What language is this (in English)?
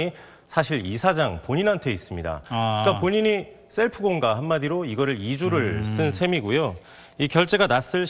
Korean